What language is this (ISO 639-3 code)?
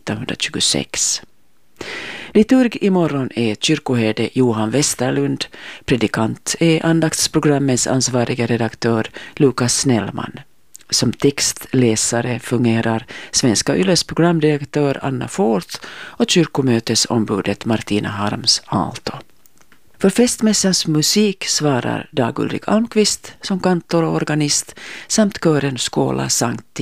swe